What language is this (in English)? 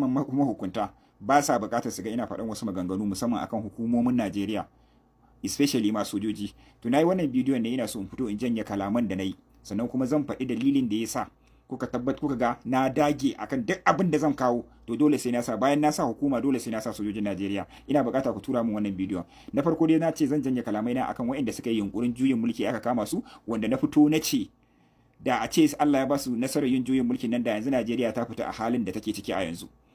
Hausa